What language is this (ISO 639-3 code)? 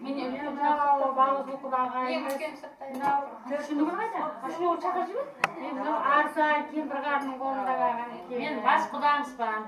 kaa